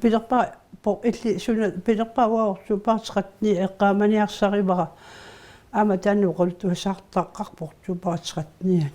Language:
Kalaallisut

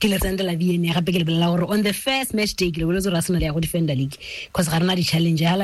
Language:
Tswana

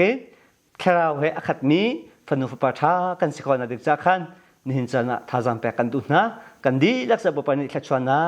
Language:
Hakha Chin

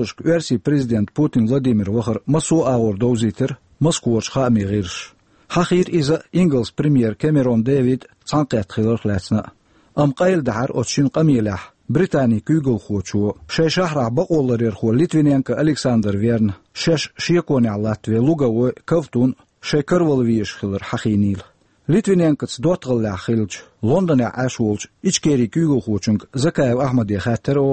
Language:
Chechen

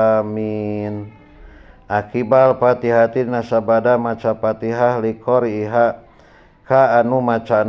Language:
Sundanese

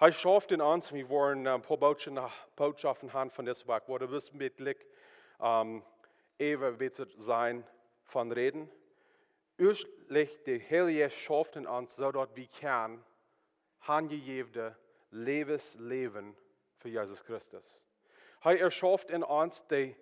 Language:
Plautdietsch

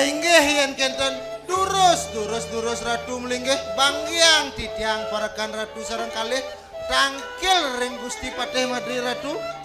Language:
Balinese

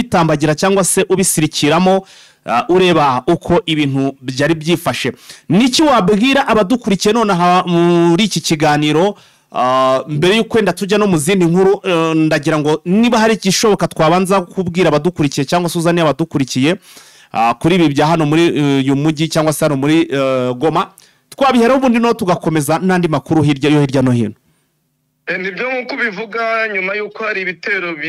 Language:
Kinyarwanda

